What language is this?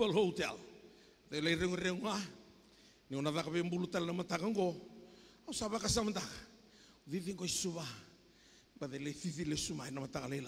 Fijian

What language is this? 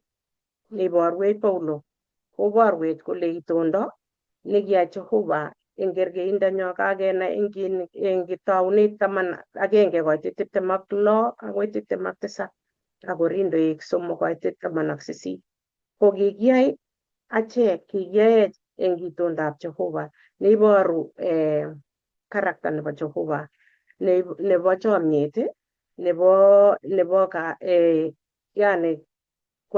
Kalenjin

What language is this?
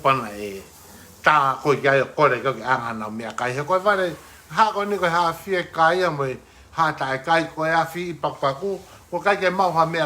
Tongan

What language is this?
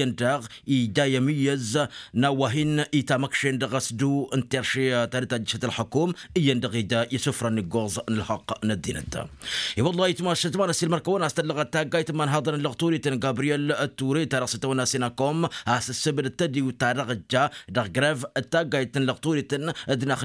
Tamasheq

